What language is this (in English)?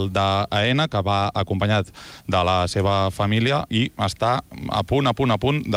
Catalan